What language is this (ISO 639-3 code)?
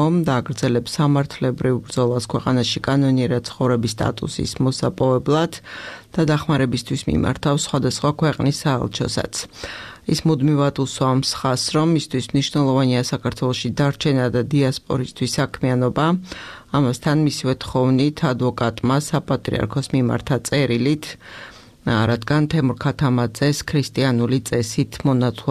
kat